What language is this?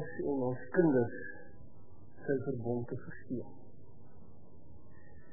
Afrikaans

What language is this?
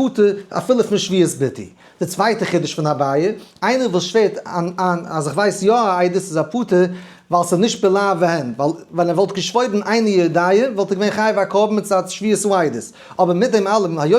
Yiddish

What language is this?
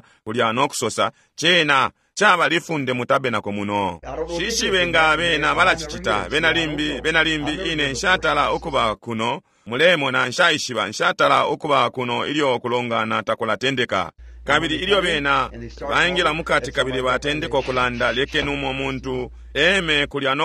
Bemba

